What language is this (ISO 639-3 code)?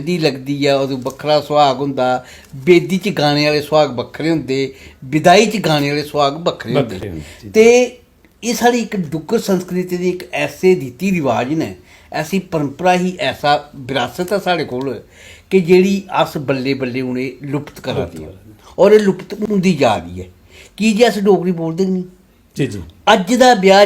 doi